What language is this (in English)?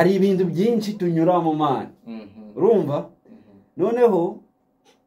Kinyarwanda